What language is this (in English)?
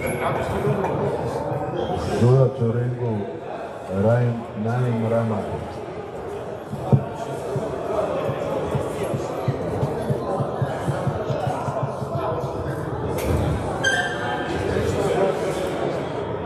Croatian